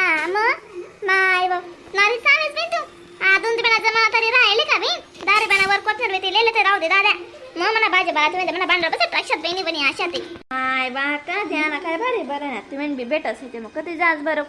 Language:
Khandesi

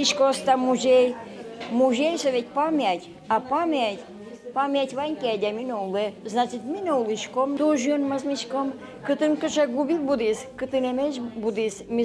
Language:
Udmurt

